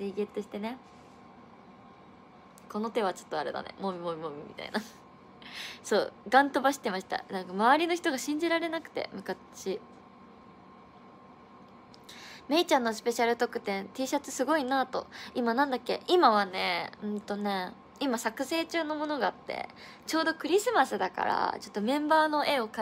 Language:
Japanese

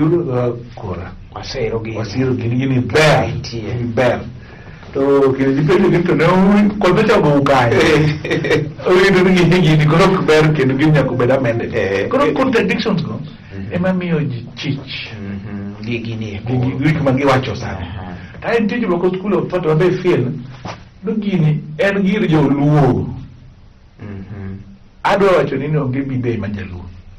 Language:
Luo (Kenya and Tanzania)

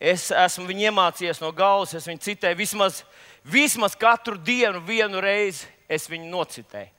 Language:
Latvian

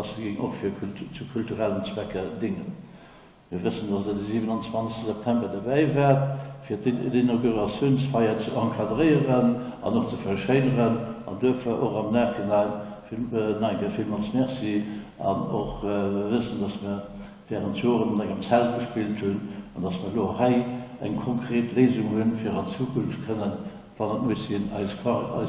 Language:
Luxembourgish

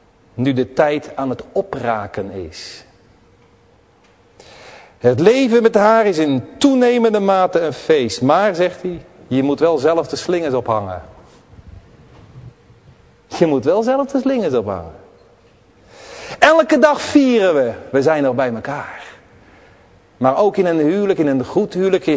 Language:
Dutch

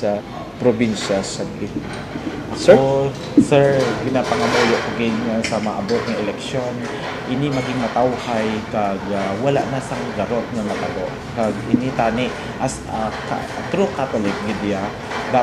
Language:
Hiligaynon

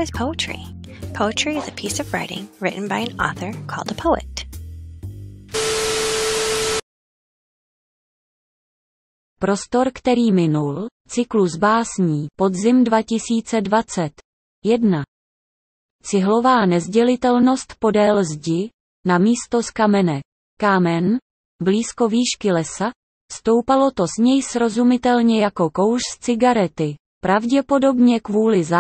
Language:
Czech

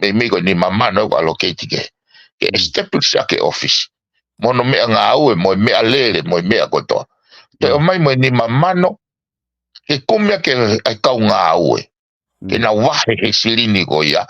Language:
Tongan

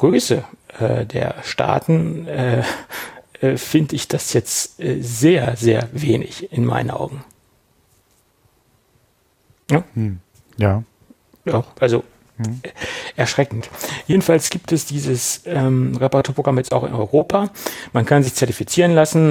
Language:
German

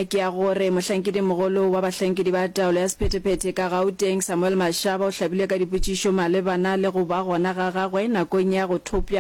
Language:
Northern Sotho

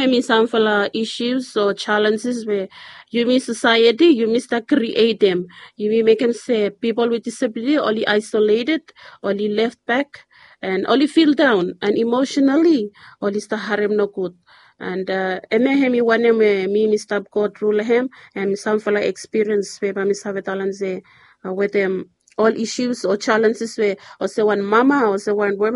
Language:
Bislama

